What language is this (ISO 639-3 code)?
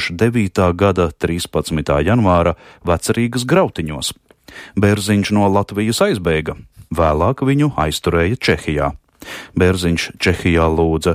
lav